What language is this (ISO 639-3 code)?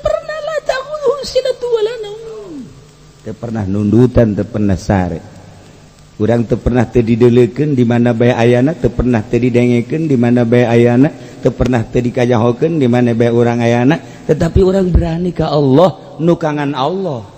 sun